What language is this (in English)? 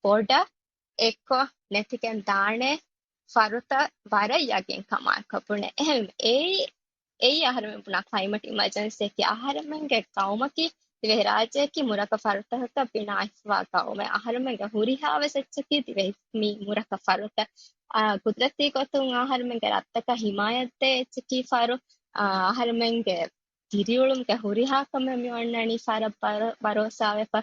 Divehi